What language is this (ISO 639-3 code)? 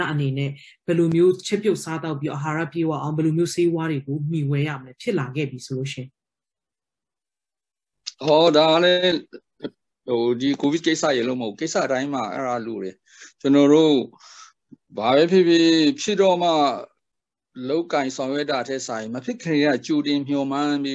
mya